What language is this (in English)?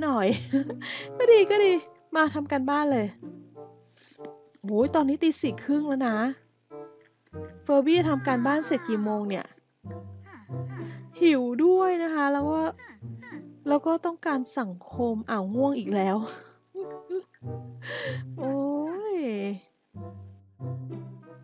Thai